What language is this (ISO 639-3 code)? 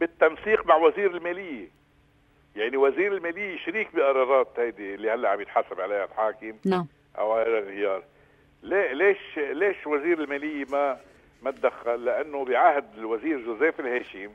apc